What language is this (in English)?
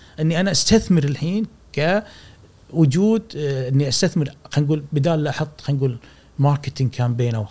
Gulf Arabic